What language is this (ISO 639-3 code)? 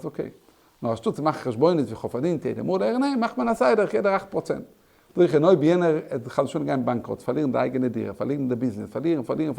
yid